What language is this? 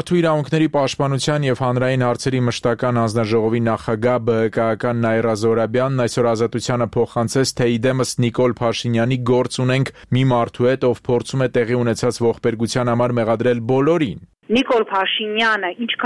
Armenian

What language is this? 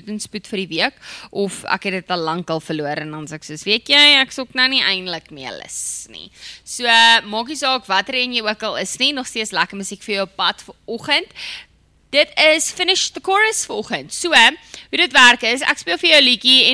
Afrikaans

